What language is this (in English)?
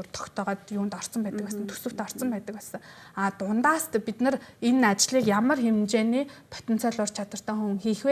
Mongolian